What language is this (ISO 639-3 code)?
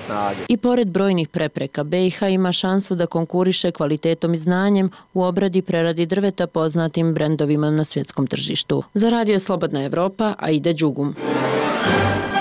bos